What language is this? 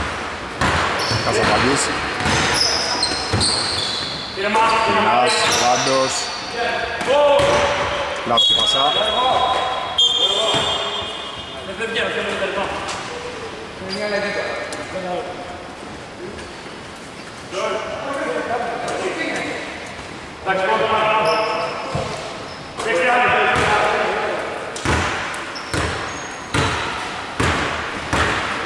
Greek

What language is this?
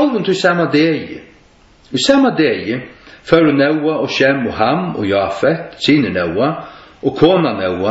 Faroese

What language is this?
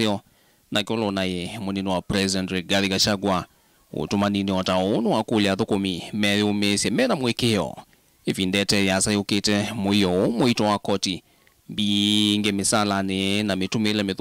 Kamba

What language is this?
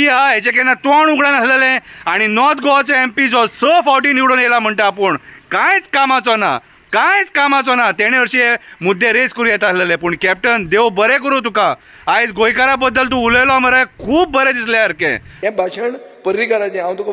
Konkani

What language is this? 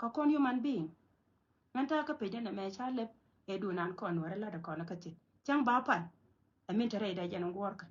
Nuer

